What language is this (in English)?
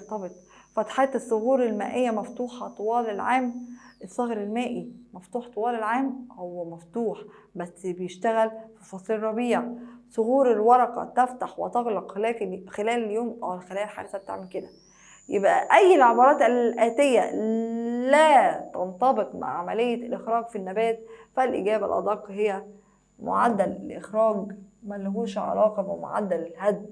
Egyptian Arabic